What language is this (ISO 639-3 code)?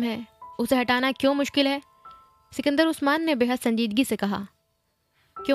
urd